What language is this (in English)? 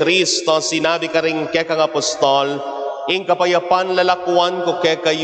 Pampanga